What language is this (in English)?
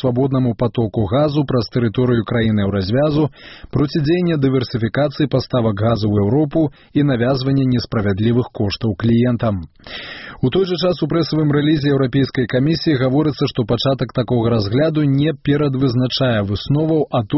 Belarusian